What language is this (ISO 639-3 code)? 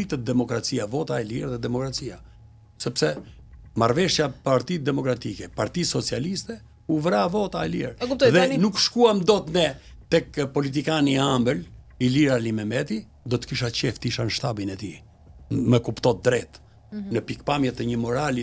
sqi